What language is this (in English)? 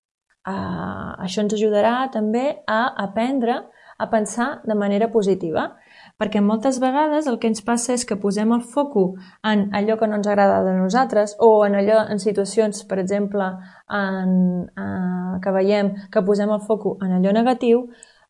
Catalan